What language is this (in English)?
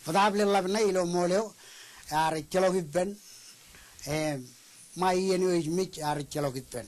Marshallese